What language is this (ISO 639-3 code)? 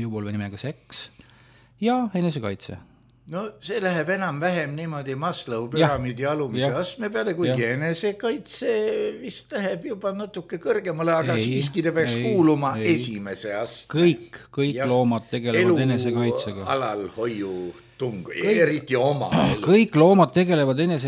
est